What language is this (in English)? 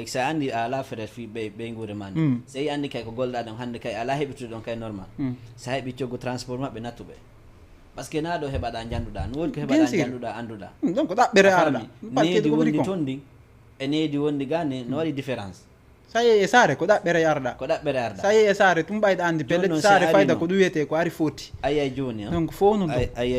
Fula